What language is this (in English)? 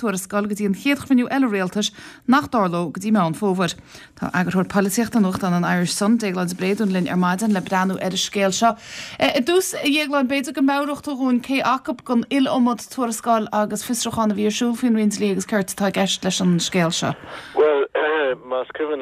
Irish